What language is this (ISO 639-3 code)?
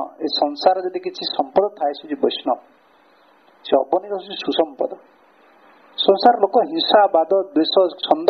ori